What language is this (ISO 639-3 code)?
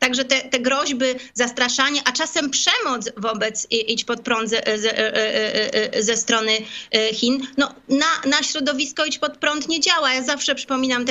pol